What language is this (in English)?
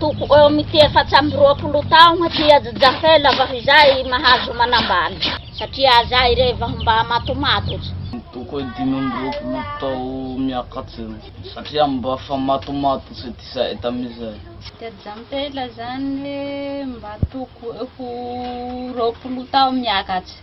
Malagasy